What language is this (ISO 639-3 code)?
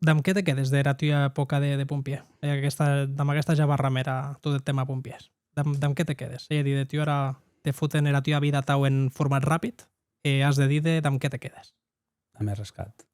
oci